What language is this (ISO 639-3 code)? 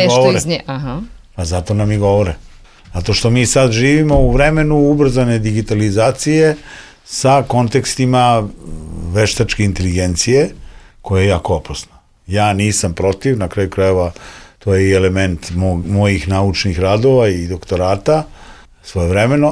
srp